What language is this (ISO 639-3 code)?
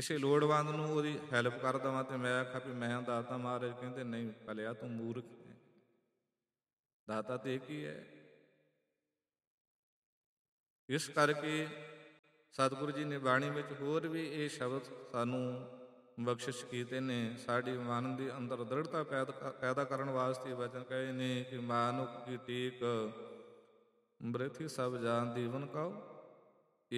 pan